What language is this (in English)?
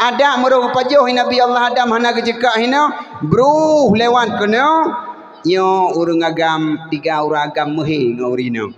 Achinese